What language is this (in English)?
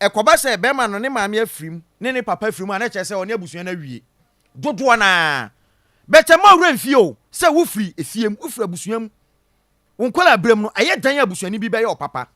Akan